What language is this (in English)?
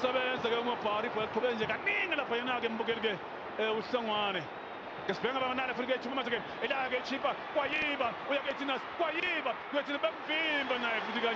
Zulu